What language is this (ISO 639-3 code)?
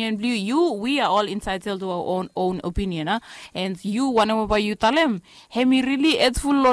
bis